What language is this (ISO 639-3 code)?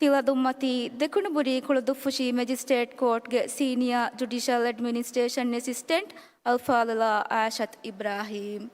div